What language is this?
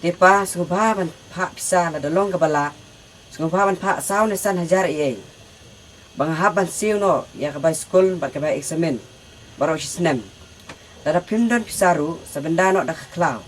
Khasi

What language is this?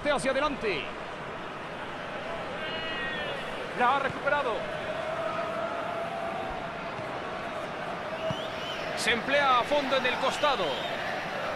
Spanish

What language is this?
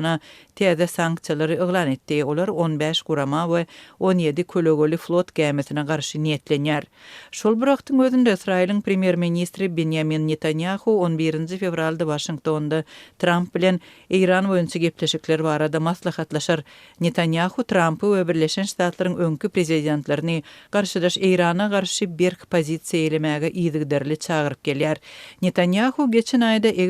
Turkmen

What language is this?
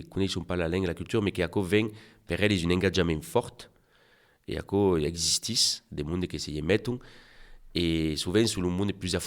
Occitan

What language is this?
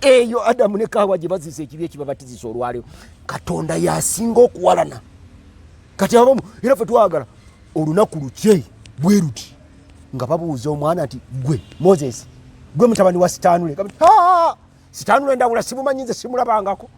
Ganda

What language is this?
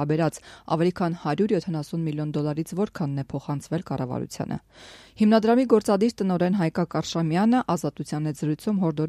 Armenian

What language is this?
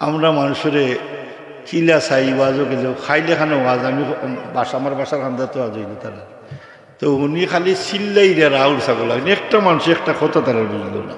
Sylheti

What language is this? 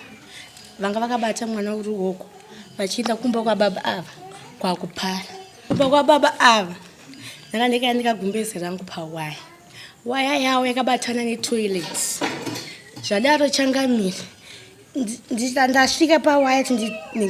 Shona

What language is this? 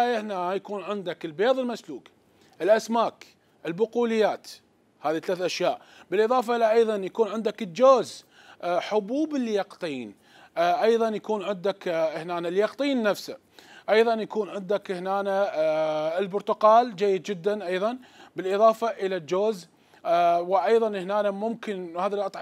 Mesopotamian Arabic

